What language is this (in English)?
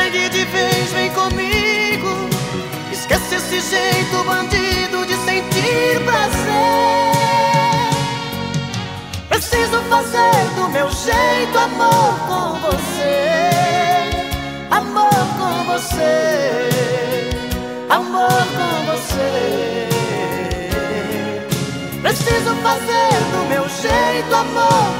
Portuguese